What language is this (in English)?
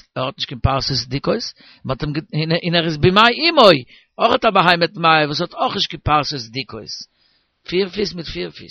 Yiddish